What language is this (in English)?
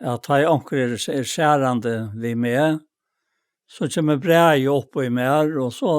Faroese